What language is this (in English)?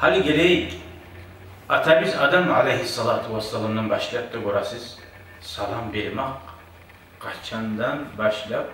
Kumyk